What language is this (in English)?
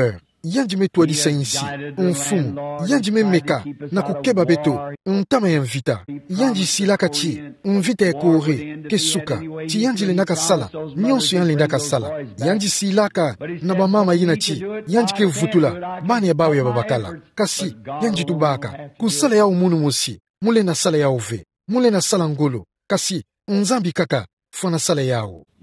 Kituba (Democratic Republic of Congo)